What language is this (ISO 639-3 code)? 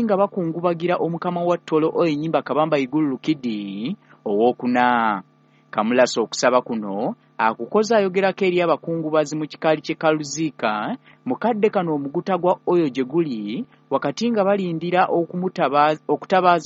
lug